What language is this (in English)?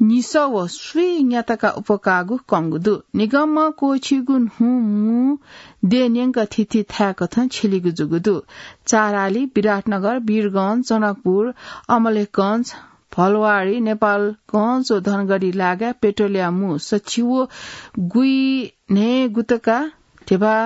Newari